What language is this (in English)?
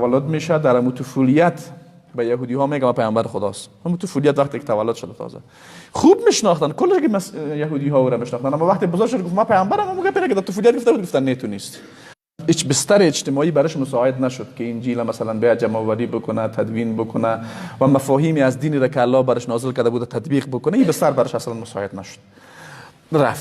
Persian